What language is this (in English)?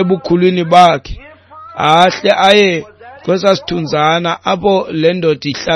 Xhosa